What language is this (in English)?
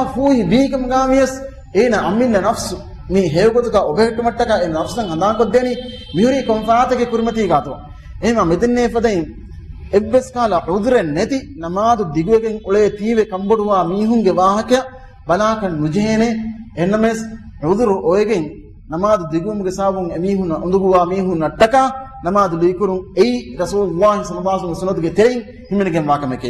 Divehi